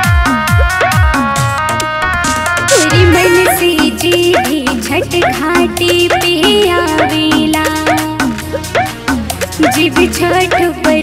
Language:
Bhojpuri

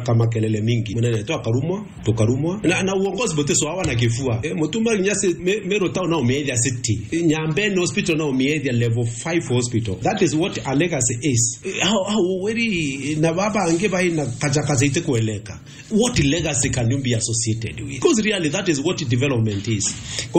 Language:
Meru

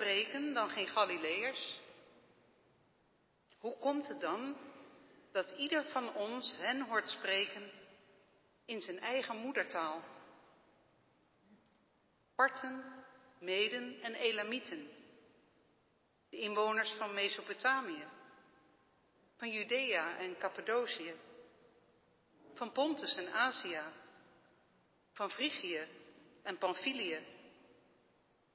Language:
Dutch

